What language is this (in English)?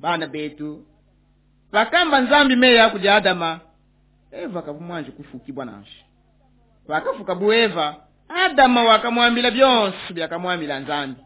Luba-Lulua